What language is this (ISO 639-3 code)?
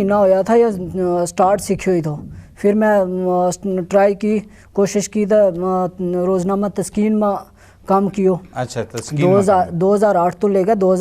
gju